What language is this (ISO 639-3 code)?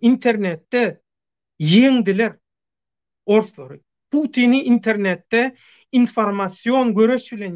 tuk